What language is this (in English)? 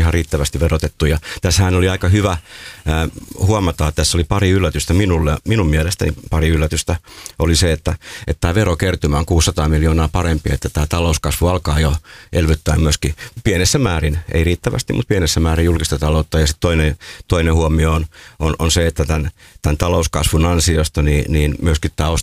Finnish